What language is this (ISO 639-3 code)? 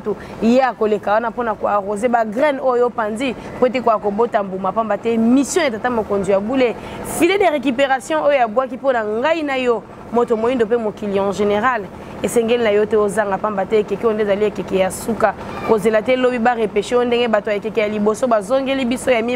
lin